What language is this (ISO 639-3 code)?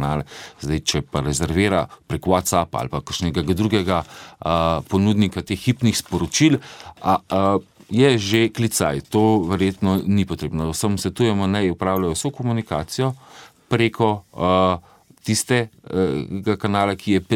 slv